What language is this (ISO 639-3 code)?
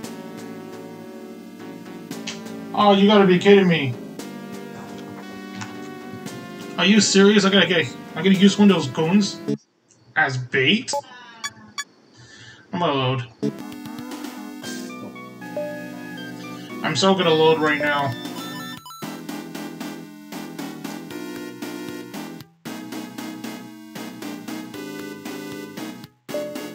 eng